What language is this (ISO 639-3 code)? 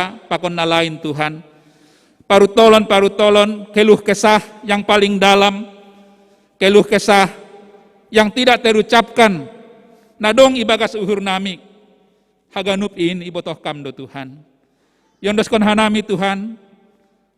bts